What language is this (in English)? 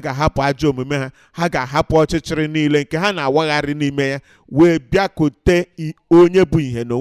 Igbo